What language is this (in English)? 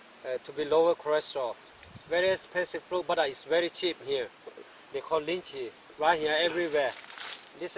Lahu